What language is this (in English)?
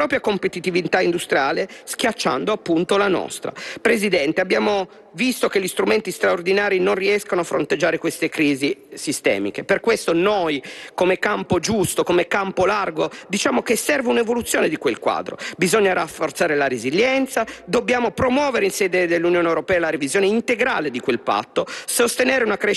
Italian